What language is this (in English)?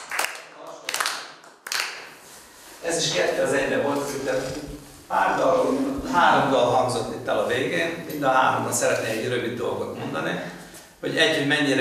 Hungarian